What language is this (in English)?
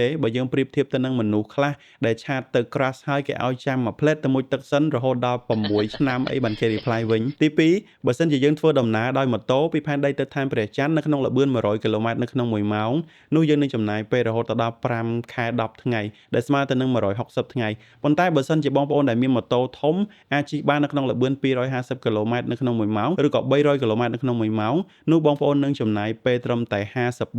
Khmer